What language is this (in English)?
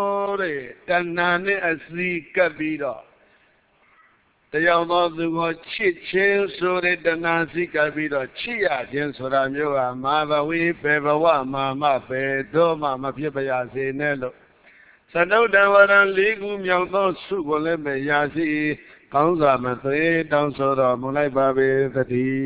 Burmese